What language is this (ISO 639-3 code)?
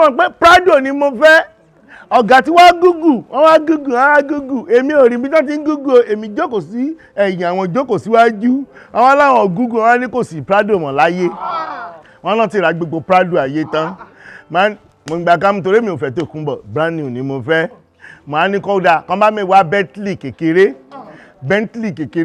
yor